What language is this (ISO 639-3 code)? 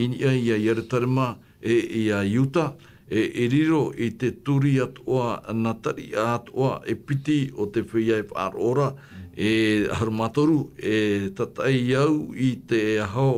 tah